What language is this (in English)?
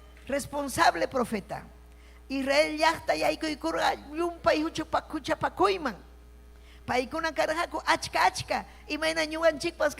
Ayacucho Quechua